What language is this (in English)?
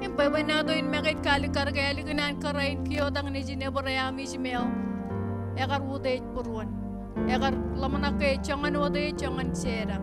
Marshallese